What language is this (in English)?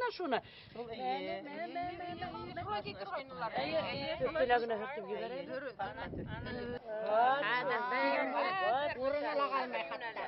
Bashkir